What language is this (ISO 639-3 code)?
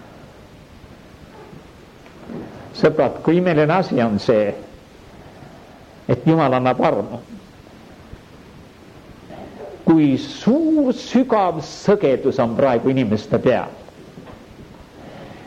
est